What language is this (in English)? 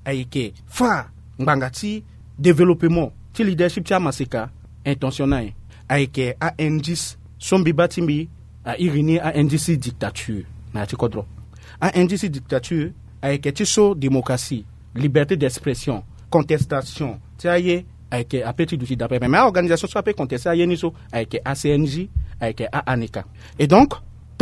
Sango